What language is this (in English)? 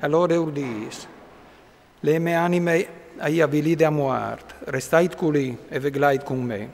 Friulian